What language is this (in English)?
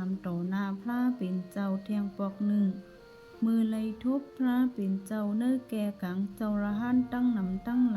Shan